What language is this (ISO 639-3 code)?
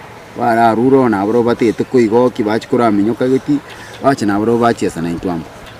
guz